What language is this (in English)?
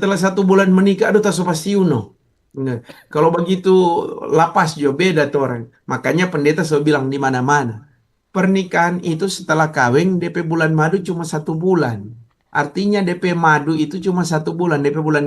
Manado Malay